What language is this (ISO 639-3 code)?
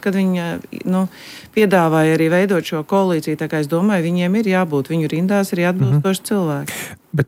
lav